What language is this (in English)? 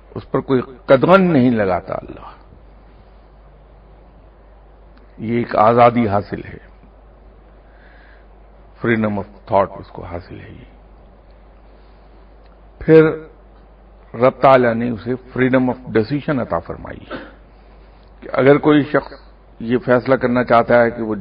Urdu